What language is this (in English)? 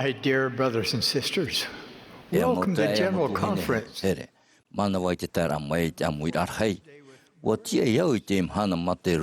Tahitian